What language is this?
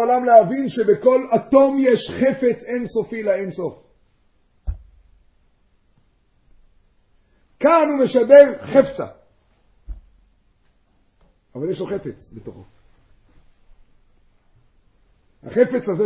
Hebrew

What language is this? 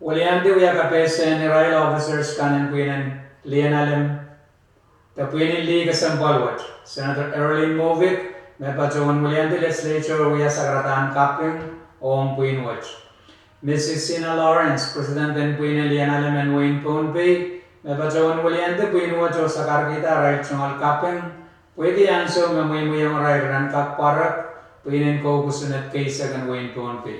Pohnpeian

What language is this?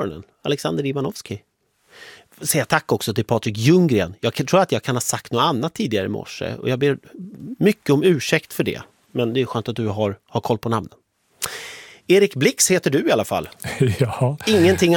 Swedish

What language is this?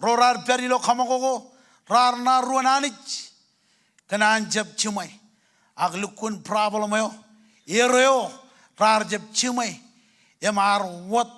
Marshallese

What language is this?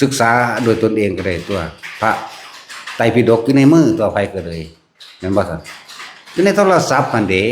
Northeastern Thai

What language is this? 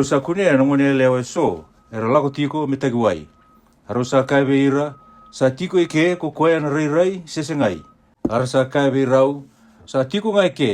Fijian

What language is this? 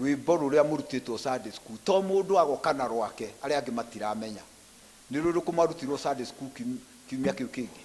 Kikuyu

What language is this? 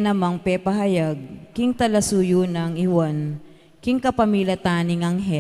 Pampanga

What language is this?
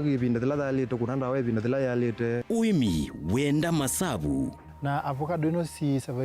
Kamba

